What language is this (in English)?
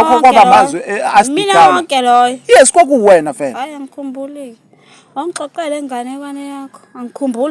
Zulu